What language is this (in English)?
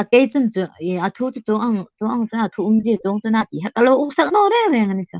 Hmar